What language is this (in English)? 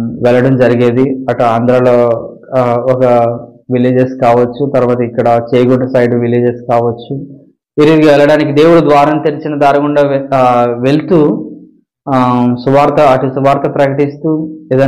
Telugu